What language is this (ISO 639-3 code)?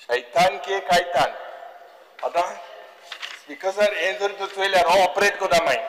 kok